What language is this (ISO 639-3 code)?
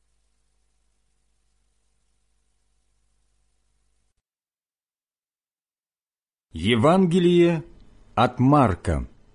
rus